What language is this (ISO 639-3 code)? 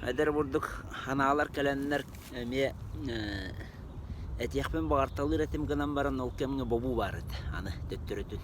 sah